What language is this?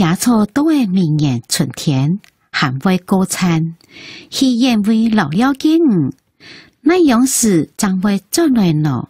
Hakka Chinese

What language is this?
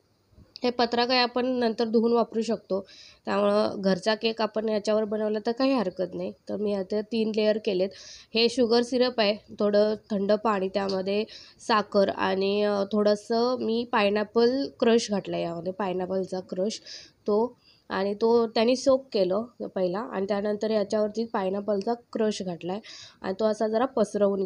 Marathi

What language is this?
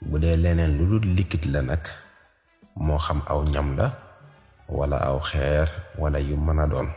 Wolof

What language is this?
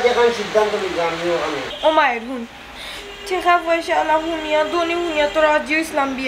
Sylheti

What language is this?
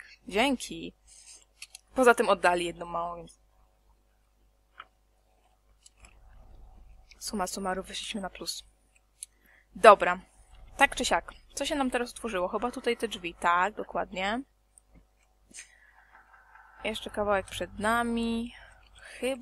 Polish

